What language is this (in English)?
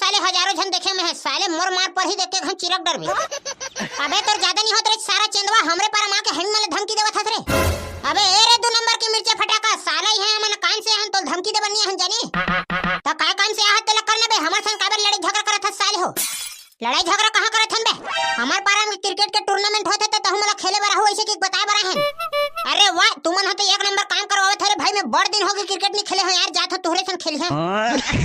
Chhattisgarhi